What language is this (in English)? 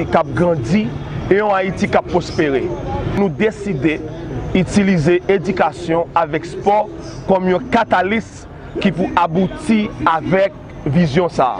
Haitian Creole